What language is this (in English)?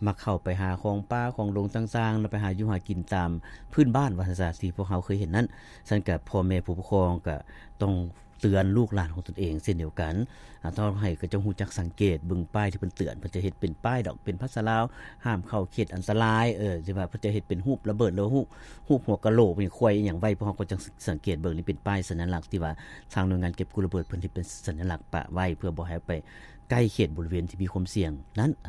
Lao